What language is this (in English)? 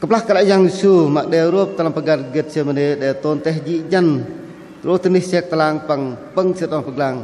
Bahnar